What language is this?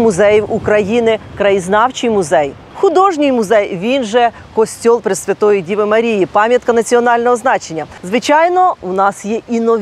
Ukrainian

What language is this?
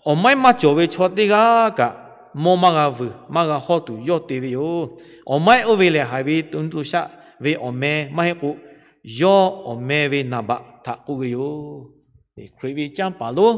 Lahu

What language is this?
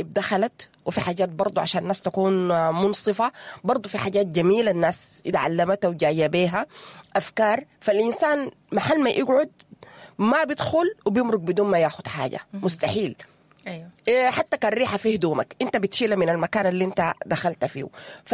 Sudanese Arabic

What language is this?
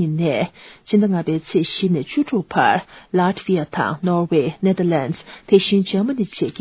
Tibetan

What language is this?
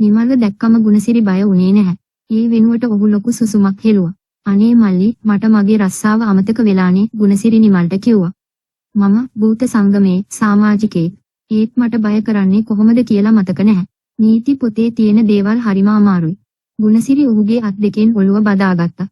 Sinhala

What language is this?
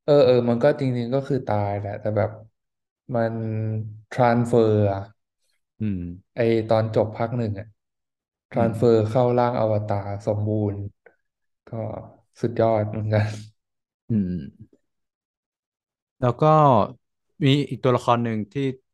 Thai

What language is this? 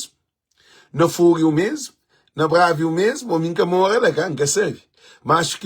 Kabuverdianu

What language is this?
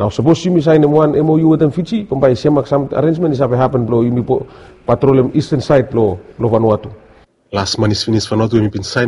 Bislama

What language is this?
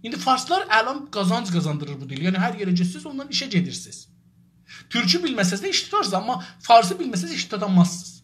South Azerbaijani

